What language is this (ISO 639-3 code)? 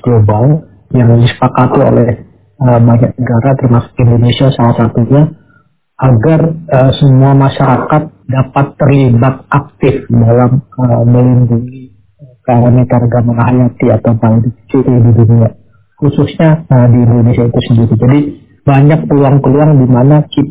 ind